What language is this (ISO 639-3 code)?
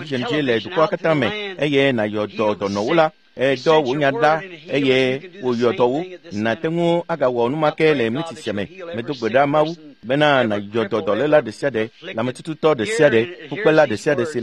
ewe